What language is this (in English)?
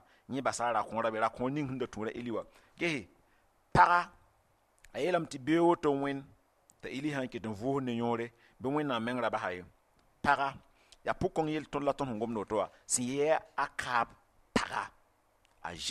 Mossi